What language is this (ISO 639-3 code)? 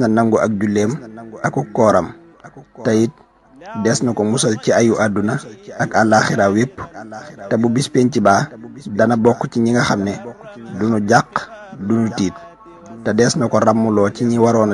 wol